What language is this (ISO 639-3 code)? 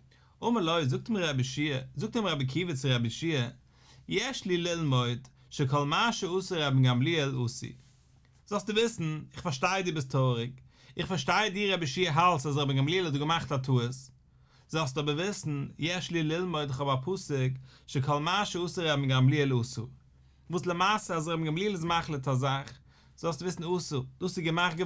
yid